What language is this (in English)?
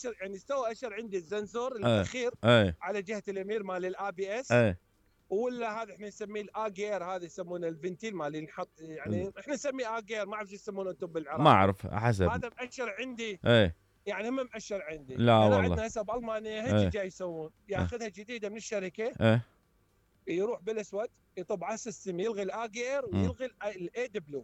Mesopotamian Arabic